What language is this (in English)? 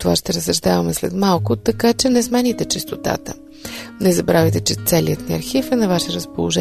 Bulgarian